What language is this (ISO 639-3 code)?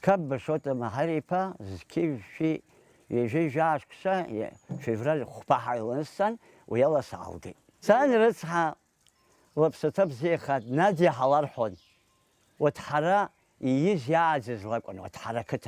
abk